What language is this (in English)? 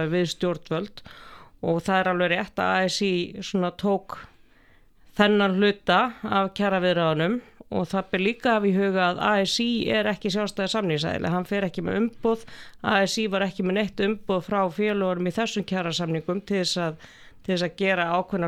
Icelandic